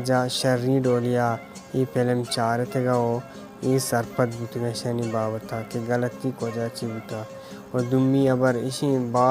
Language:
Baluchi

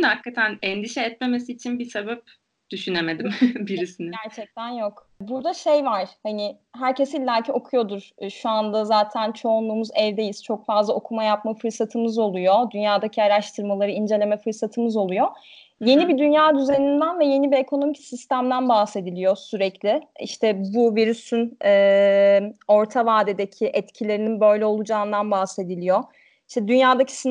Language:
Turkish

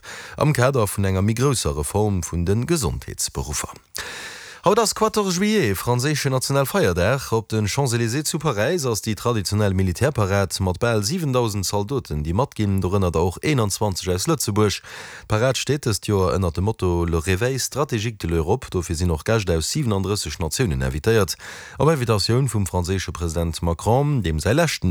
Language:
Luxembourgish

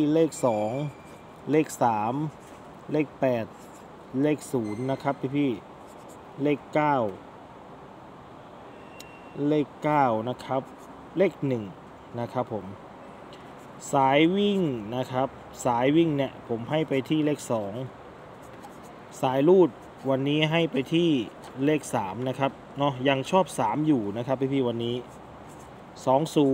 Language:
Thai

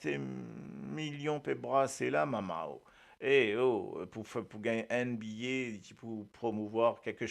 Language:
Morisyen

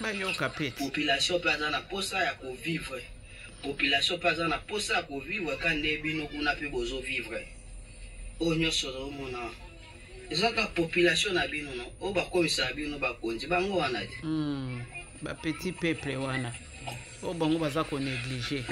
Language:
Lingala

